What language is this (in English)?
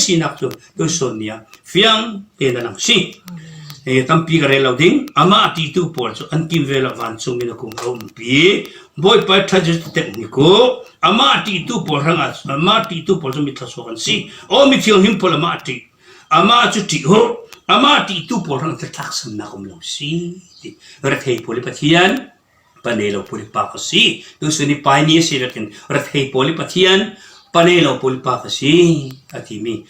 Falam Chin